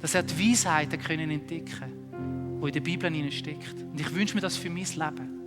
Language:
Swiss German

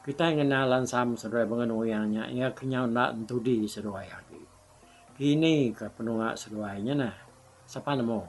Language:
Iban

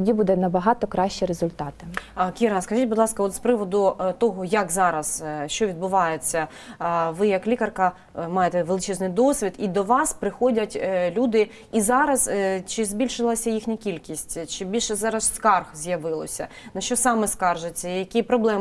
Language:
Ukrainian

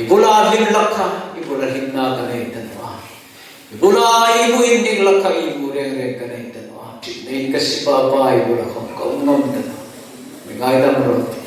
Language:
Hmar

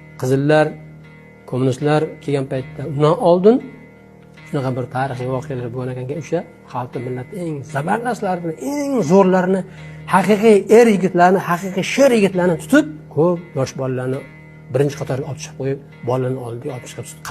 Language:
Uzbek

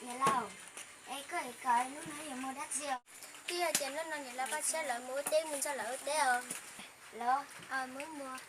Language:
Hmong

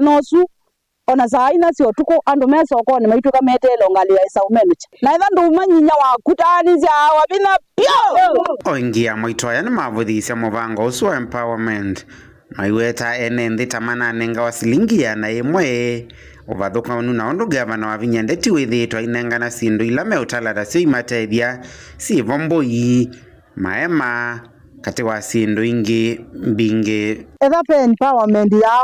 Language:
Kamba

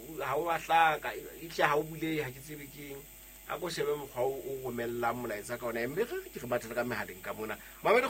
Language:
Southern Sotho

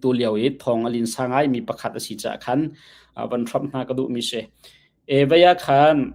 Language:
Hakha Chin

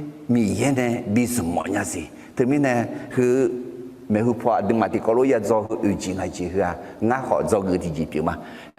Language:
Akha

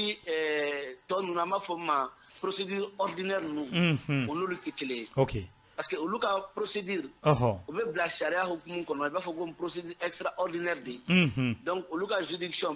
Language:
Bambara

